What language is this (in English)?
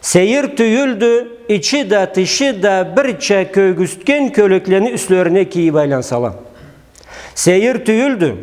Karachay-Balkar